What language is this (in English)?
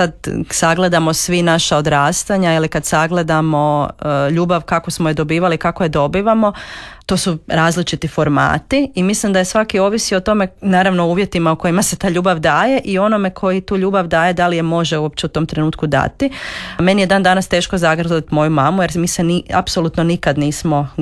Croatian